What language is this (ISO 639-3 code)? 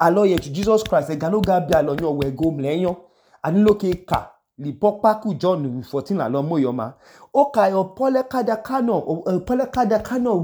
idu